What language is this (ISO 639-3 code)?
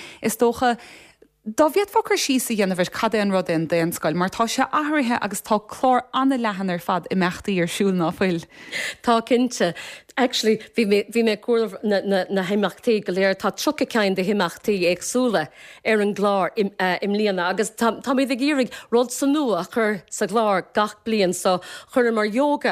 gle